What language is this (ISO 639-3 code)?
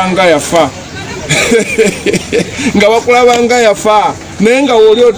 lug